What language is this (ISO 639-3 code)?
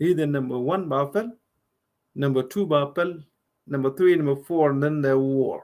nus